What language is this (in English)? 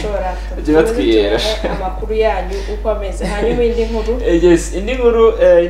Kinyarwanda